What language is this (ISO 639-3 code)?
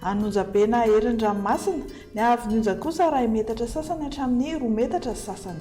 mlg